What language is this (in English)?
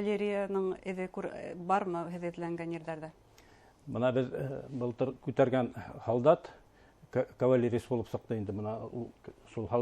Bashkir